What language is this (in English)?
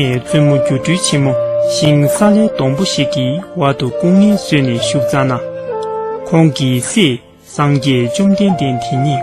Tibetan